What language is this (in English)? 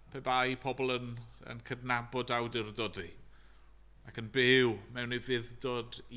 Welsh